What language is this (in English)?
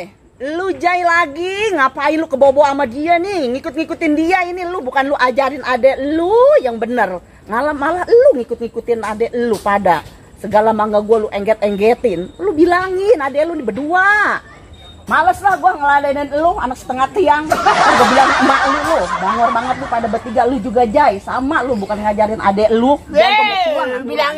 Betawi